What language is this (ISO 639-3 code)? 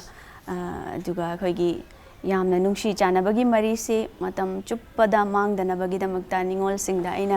mni